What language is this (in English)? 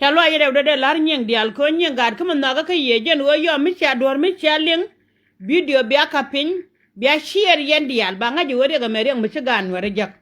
Nuer